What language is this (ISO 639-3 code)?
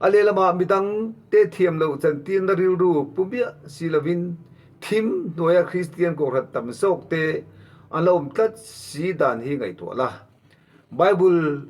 lus